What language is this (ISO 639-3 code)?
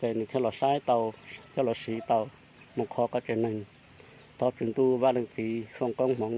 hmn